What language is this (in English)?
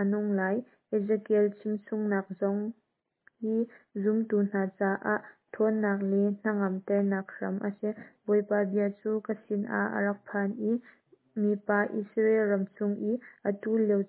Hakha Chin